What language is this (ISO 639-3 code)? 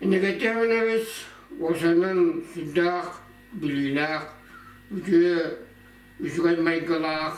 sah